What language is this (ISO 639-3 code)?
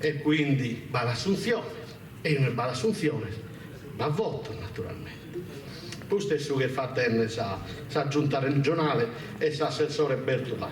srd